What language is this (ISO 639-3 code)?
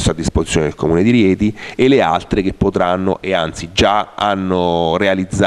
ita